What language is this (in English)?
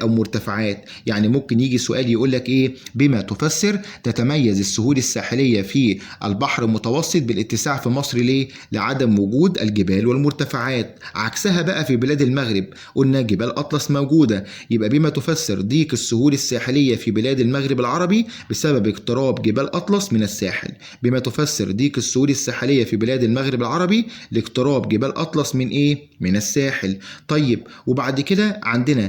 Egyptian Arabic